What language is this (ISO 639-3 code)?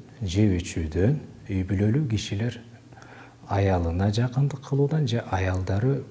kir